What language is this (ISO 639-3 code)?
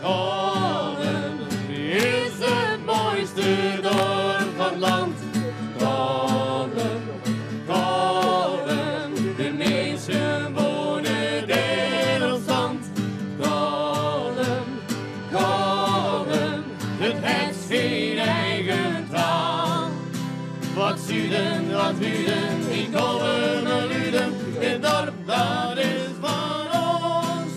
fry